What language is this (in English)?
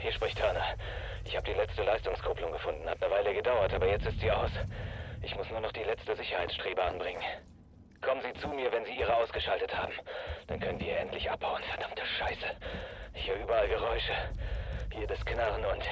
Bavarian